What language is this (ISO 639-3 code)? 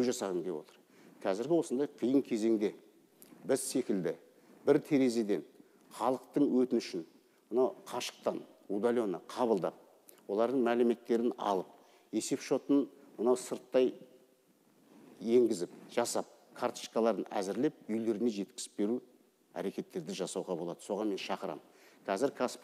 kaz